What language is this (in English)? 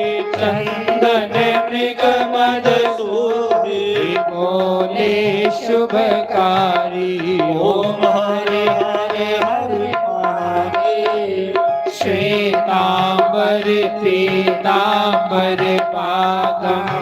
Dogri